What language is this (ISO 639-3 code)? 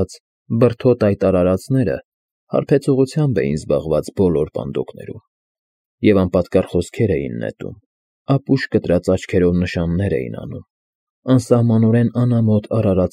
hye